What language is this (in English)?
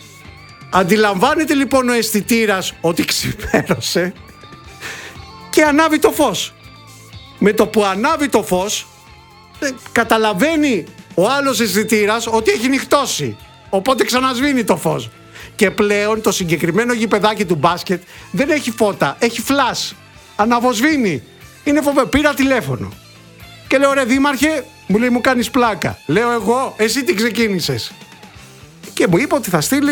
Greek